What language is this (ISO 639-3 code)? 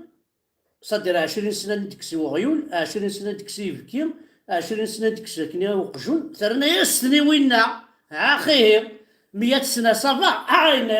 kab